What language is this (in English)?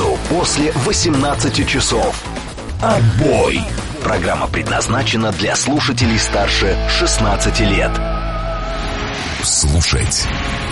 Russian